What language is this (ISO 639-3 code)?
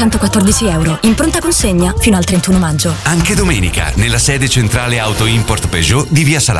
ita